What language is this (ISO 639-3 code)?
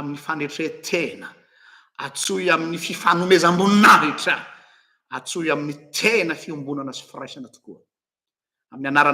mlg